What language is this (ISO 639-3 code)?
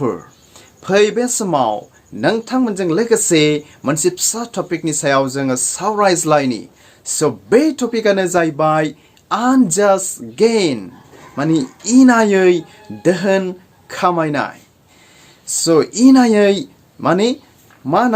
brx